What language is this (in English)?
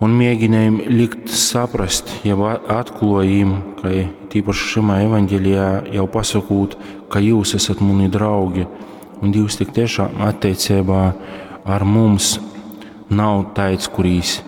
Latgalian